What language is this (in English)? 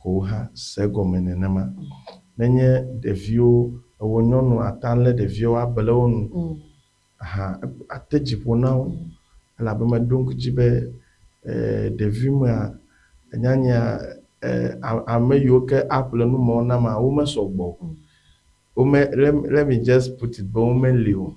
Ewe